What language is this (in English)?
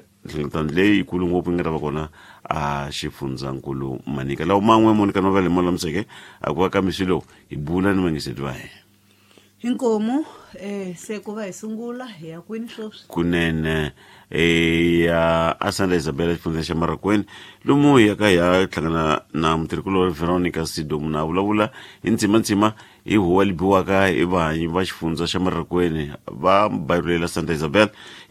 Tsonga